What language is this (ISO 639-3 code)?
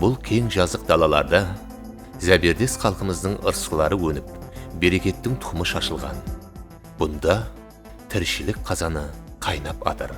kaa